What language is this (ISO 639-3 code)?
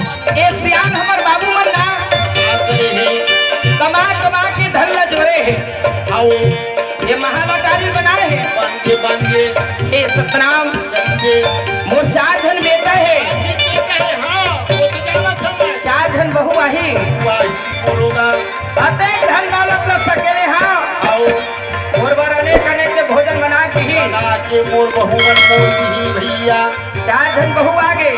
hne